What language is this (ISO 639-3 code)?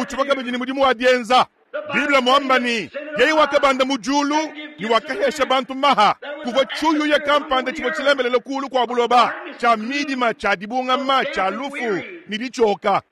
lua